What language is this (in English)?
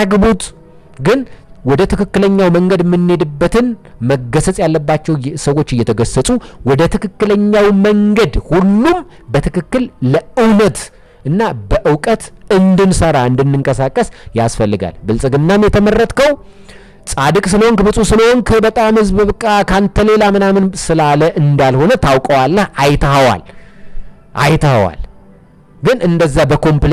Amharic